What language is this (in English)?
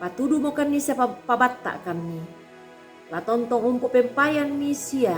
Toraja-Sa'dan